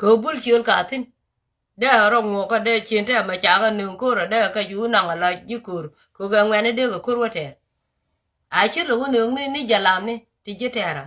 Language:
Nuer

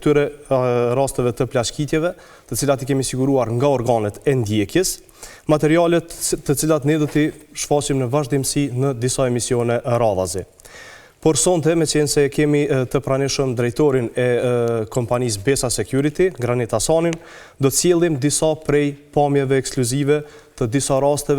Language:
Albanian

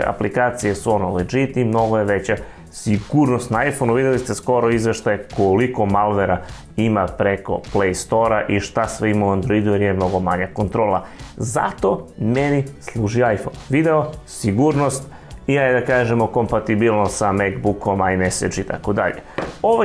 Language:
Serbian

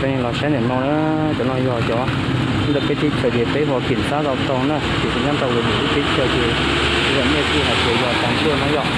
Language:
Hmong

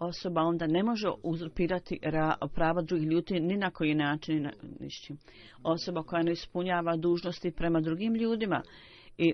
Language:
Bosnian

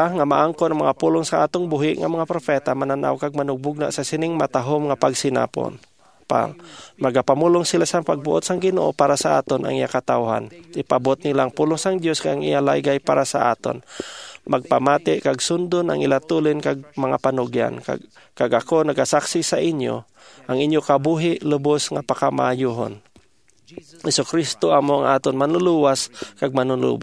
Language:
Hiligaynon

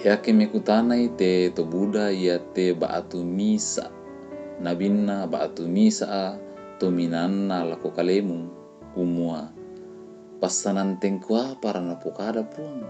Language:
Toraja-Sa'dan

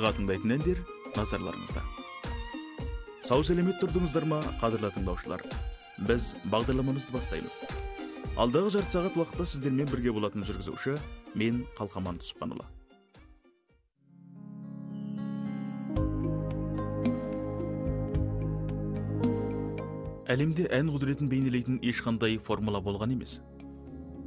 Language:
Kazakh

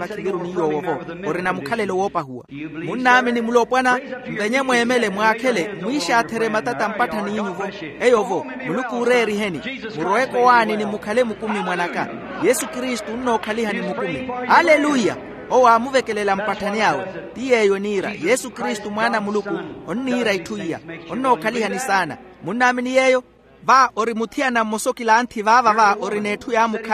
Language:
Makhuwa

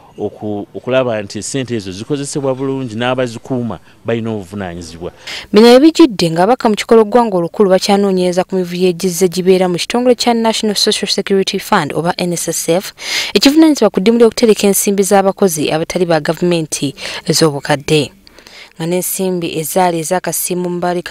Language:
Ganda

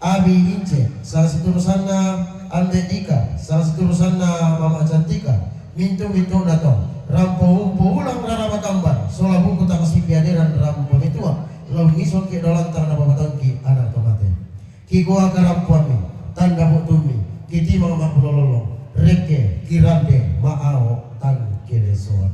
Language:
Toraja-Sa'dan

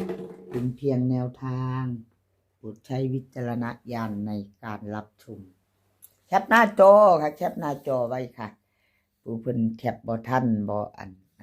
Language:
Northeastern Thai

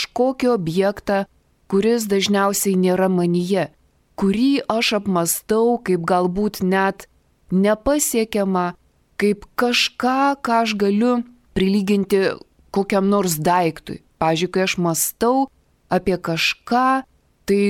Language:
Lithuanian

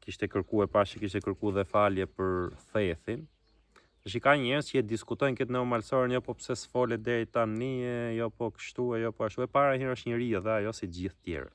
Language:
Albanian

